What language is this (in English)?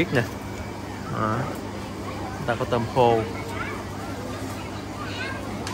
Vietnamese